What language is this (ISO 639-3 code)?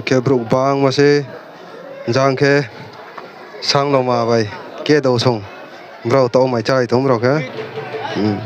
ria